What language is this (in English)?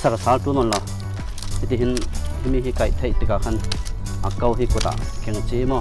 Hakha Chin